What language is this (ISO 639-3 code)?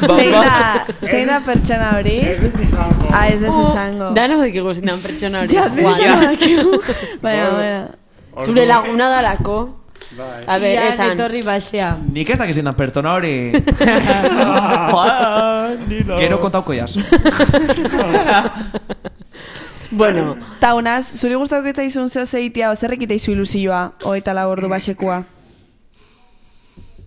eus